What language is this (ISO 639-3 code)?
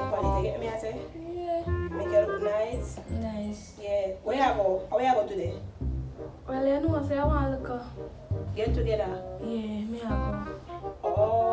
jam